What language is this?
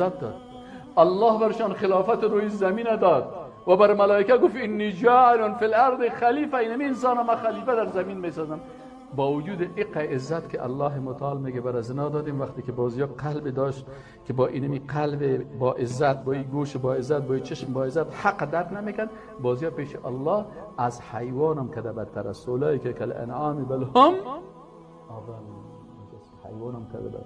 Persian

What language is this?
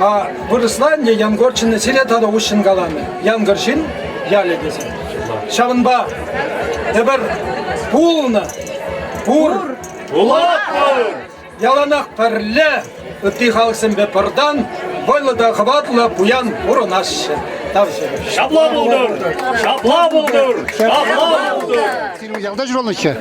Chuvash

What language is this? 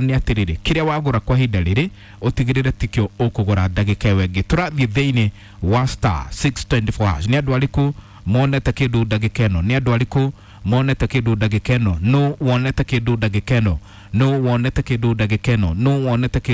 Kikuyu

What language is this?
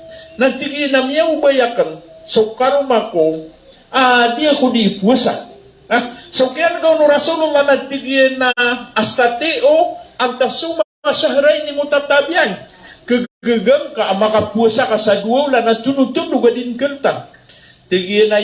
Maranao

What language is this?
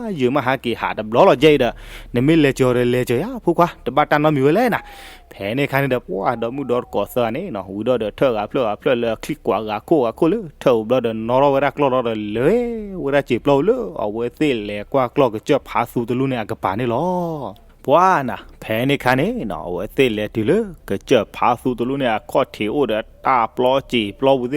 S'gaw Karen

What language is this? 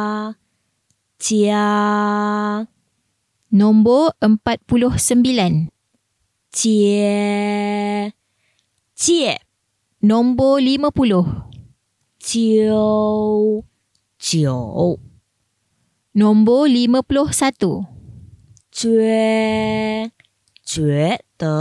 Malay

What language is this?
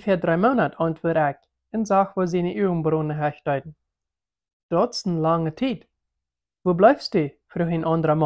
Plautdietsch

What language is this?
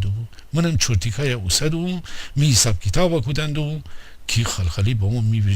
Gilaki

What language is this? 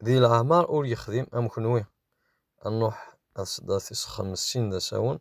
Kabyle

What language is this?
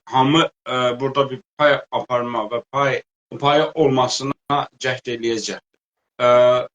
South Azerbaijani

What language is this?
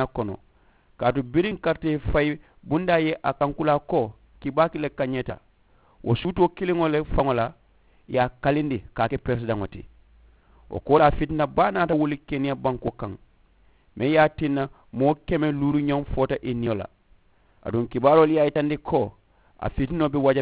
Mandingo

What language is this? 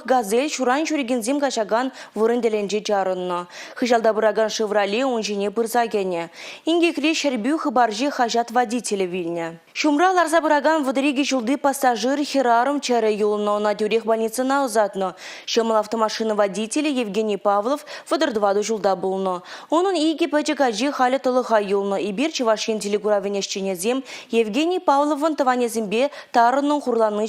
Chuvash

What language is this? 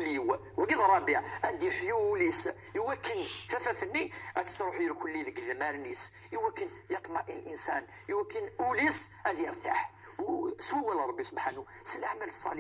Kabyle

